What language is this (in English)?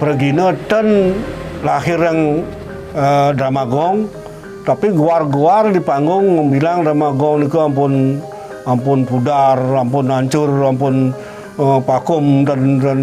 Balinese